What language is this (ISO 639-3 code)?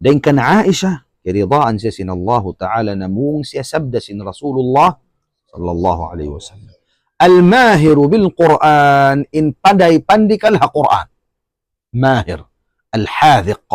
tsg